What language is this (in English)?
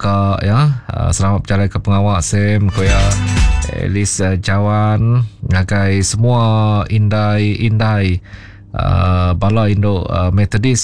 Iban